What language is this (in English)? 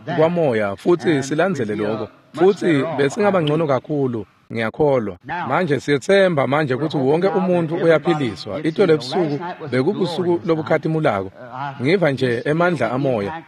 Swati